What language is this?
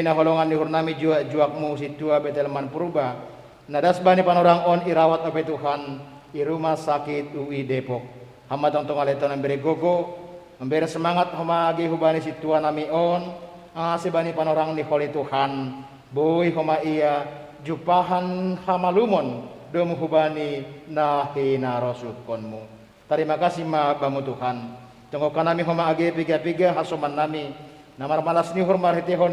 Batak Simalungun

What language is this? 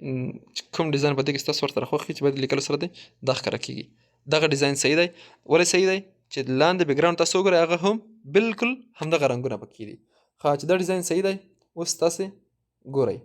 Pashto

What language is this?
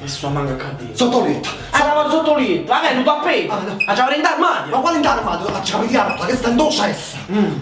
Neapolitan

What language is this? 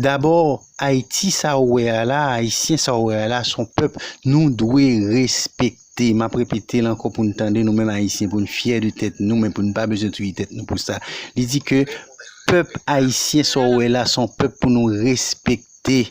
Haitian Creole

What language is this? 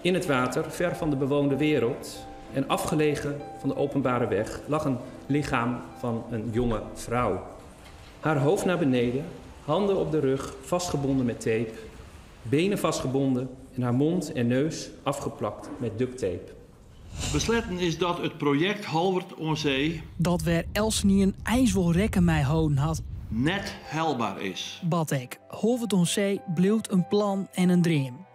Western Frisian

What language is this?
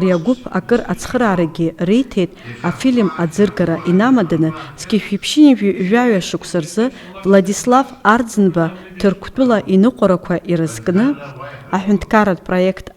Abkhazian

